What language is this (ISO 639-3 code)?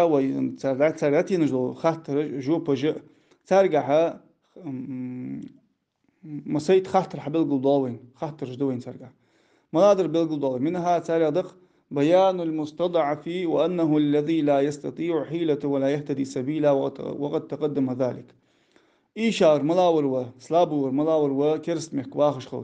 inh